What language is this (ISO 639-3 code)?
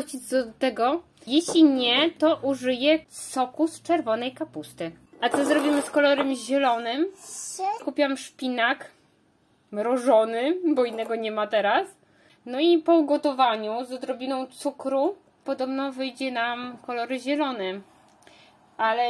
pol